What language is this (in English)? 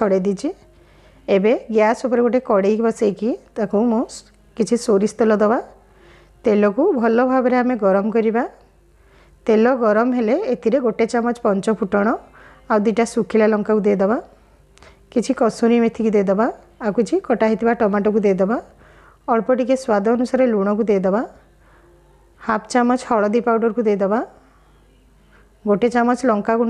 Odia